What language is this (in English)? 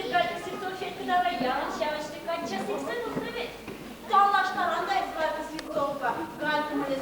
Chuvash